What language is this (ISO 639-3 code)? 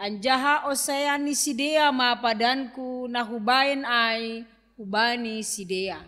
bts